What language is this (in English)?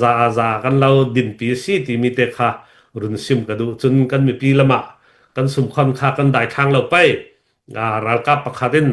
Hakha Chin